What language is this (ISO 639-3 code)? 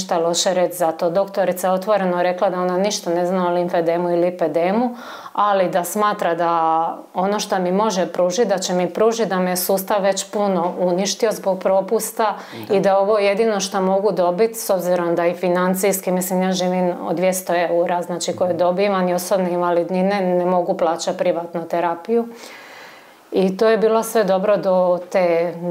hrv